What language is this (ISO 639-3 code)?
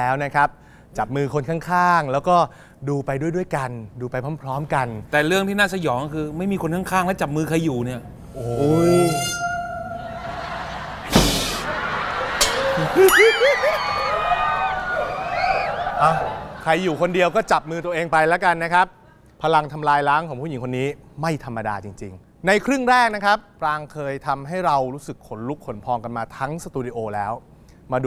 tha